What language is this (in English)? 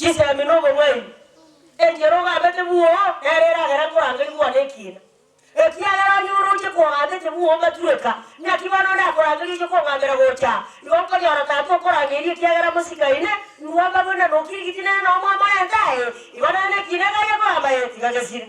Gusii